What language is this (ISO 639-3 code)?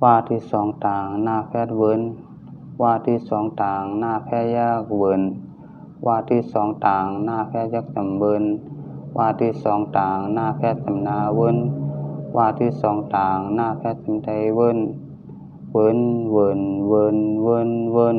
shn